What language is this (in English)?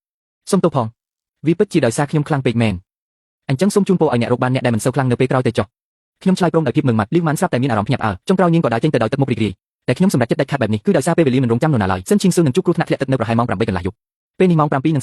Khmer